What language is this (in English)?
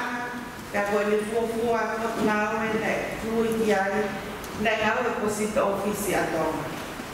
Tongan